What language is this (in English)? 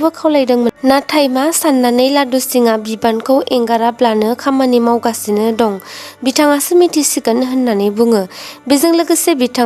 Bodo